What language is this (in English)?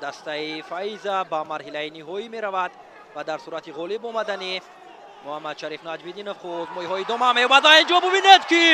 Tajik